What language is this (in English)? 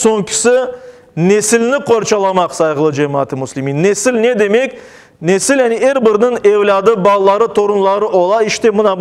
Crimean Tatar